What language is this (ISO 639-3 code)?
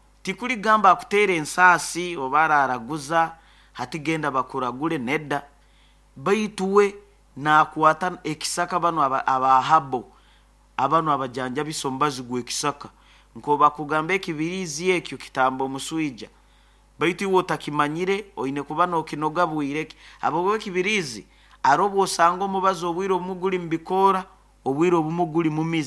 nyo